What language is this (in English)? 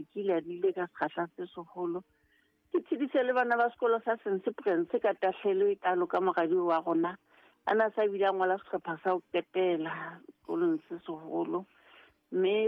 Southern Sotho